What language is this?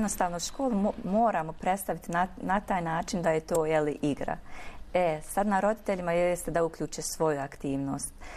Bosnian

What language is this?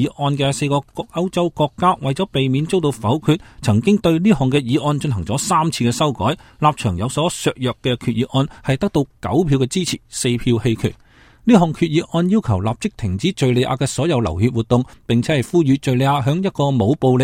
Cantonese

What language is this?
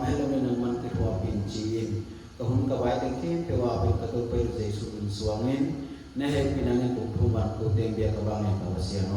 Paite Chin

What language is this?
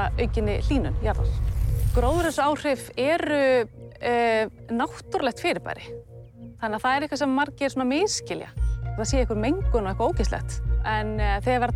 Icelandic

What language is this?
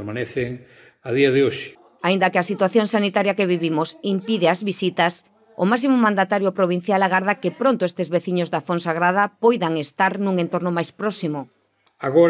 Galician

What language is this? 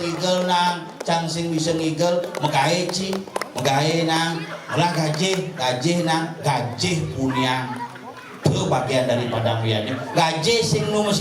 Balinese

